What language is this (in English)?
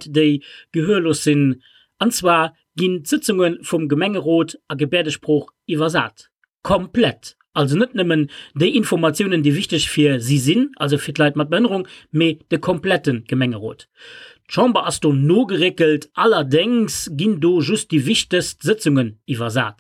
Luxembourgish